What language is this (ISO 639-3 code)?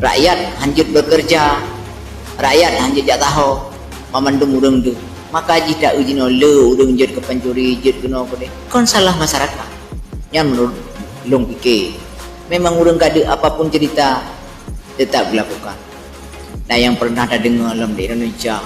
ace